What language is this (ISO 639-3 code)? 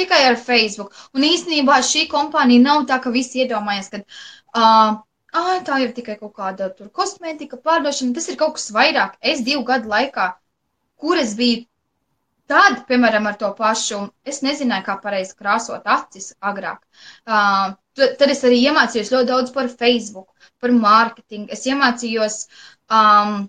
lav